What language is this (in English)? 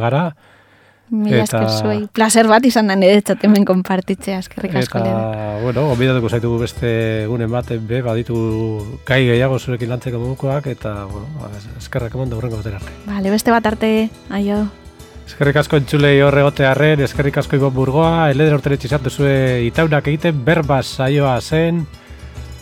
Basque